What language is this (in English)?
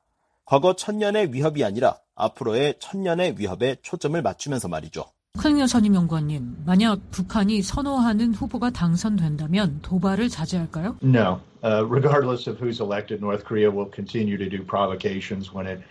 Korean